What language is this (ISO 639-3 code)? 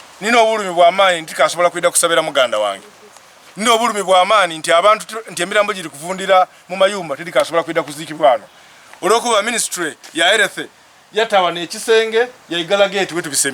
xog